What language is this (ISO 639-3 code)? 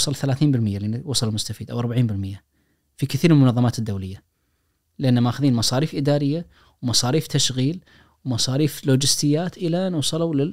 ars